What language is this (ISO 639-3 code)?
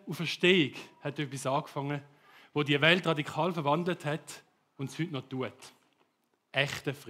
gsw